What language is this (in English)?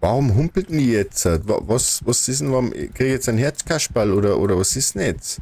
Bavarian